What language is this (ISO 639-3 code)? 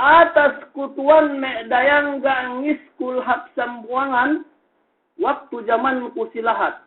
yka